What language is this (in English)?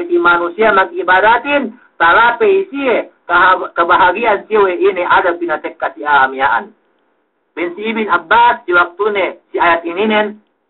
Yakan